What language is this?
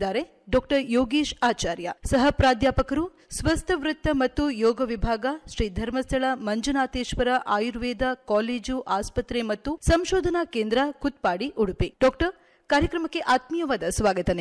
Kannada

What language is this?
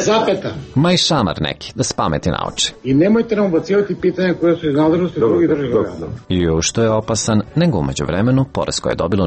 Serbian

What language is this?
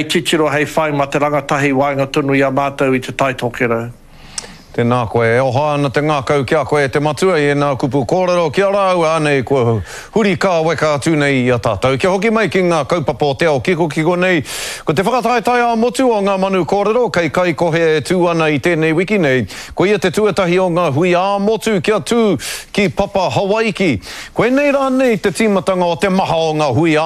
Māori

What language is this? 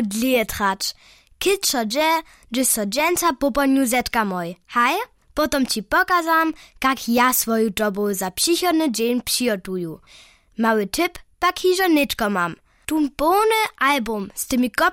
Upper Sorbian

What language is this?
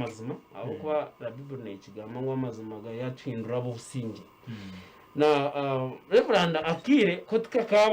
Nyankole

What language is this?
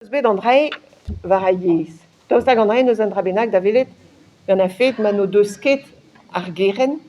Breton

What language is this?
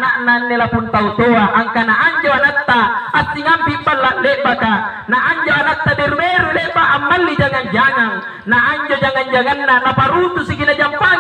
Makasar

